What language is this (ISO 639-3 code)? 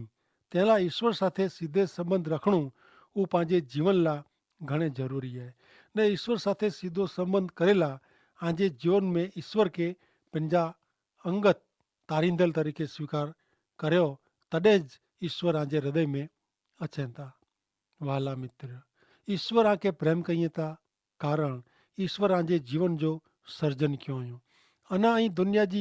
kfr